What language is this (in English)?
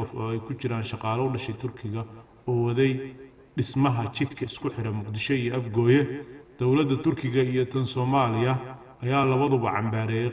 Somali